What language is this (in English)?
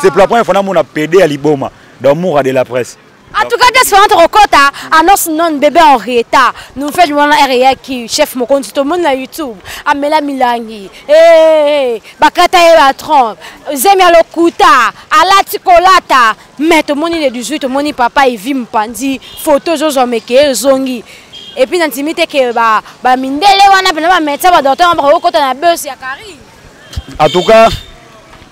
Lingala